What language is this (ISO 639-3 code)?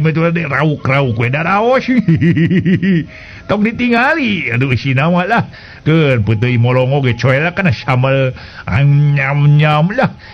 sun